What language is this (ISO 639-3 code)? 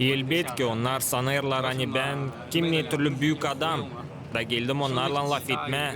gag